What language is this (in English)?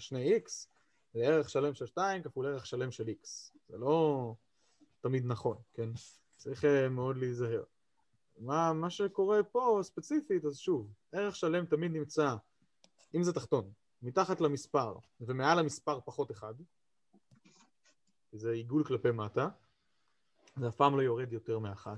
Hebrew